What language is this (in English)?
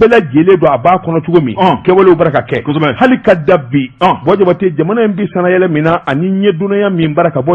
Bambara